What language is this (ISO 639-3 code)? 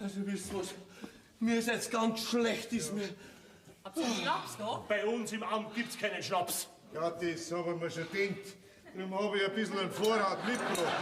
bar